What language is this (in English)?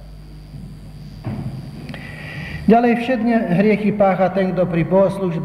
Slovak